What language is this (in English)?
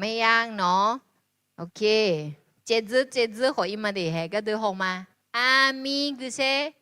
Akha